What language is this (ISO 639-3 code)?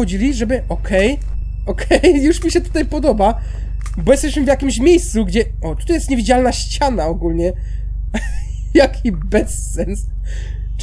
pol